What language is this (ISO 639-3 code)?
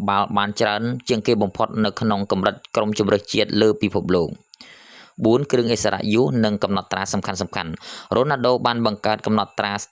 khm